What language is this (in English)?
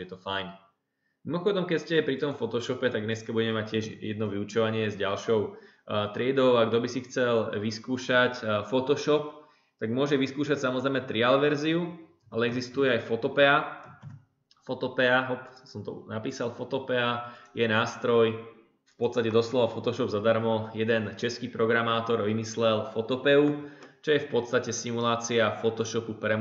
Slovak